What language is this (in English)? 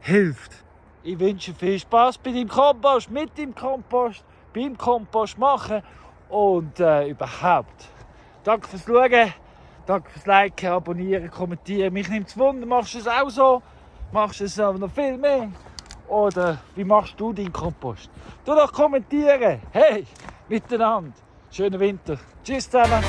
Swiss German